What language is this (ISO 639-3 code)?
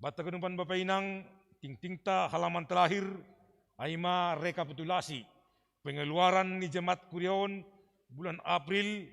bts